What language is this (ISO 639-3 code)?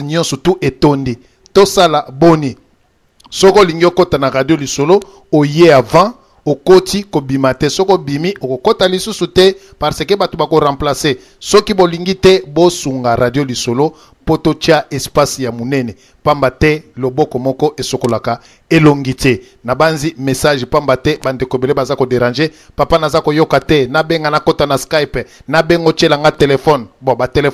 lin